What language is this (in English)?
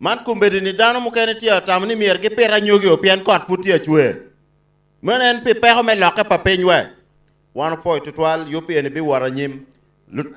Acoli